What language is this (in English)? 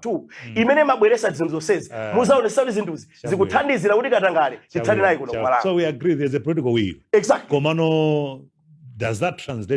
Nyanja